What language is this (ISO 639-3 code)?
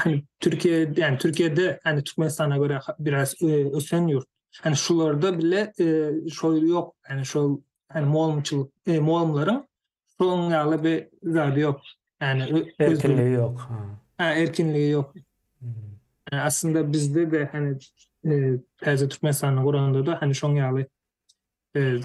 tuk